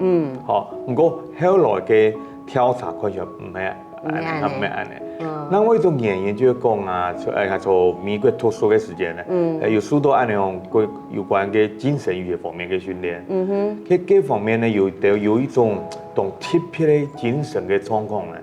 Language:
Hakka Chinese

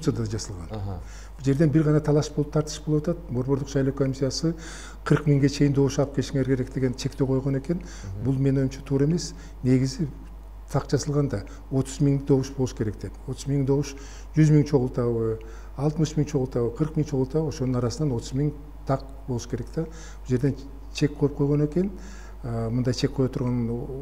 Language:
Kyrgyz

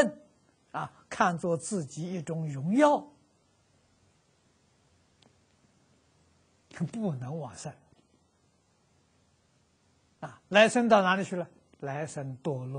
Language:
Chinese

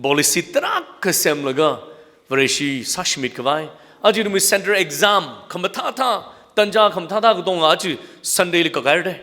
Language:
Tangkhul Naga (India)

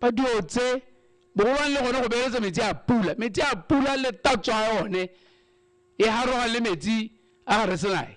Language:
Tswana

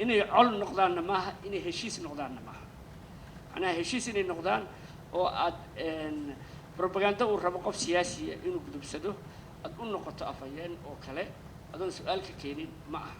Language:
Somali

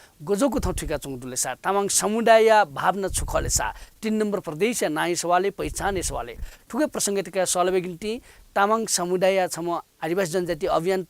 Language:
Newari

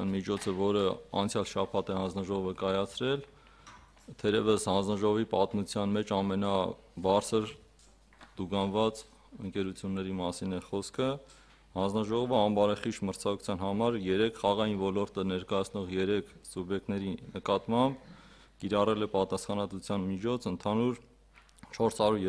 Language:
Armenian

